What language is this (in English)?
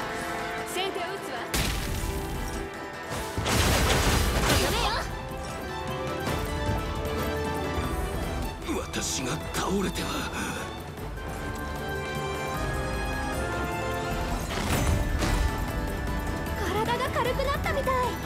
Japanese